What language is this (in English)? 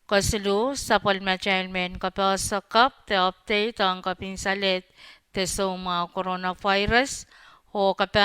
Pohnpeian